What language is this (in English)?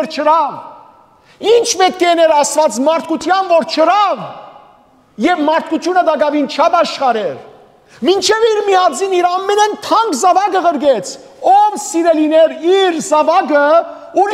Western Armenian